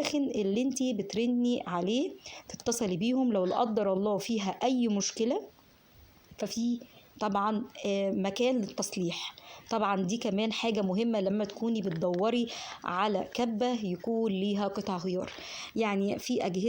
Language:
Egyptian Arabic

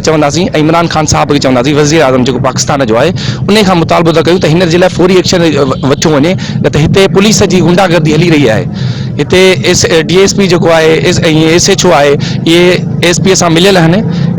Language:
Sindhi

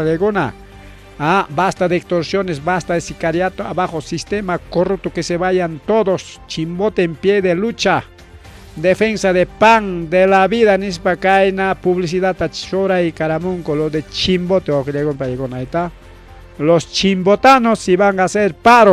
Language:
Ayacucho Quechua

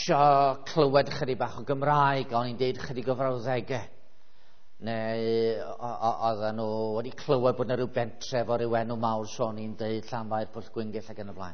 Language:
Welsh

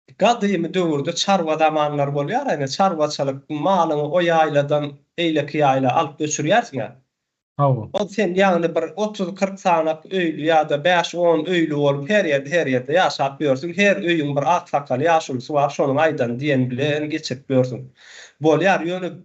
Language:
Turkmen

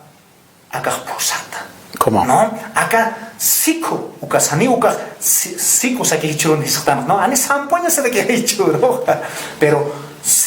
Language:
Aymara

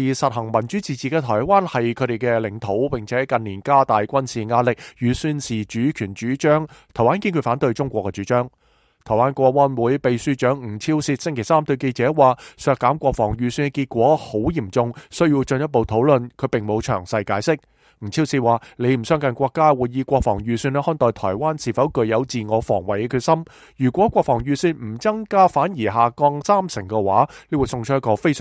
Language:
Cantonese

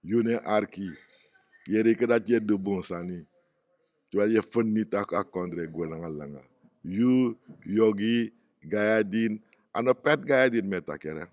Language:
Sranan Tongo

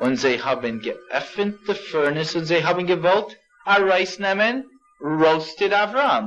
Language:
Yiddish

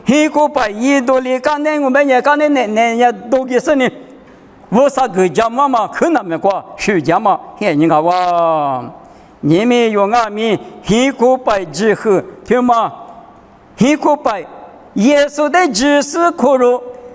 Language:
Lisu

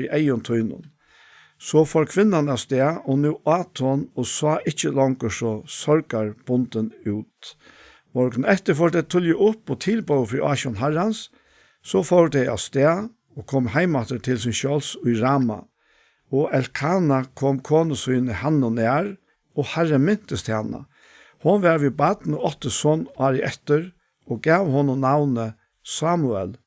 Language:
Faroese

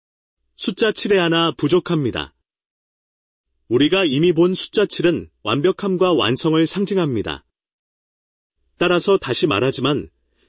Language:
Korean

